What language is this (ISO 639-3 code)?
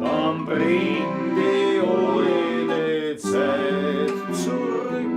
bar